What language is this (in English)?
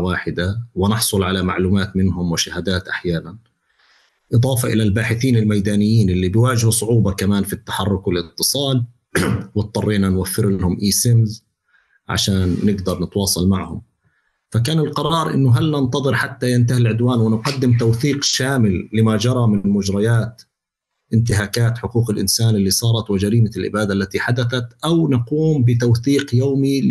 North Levantine Arabic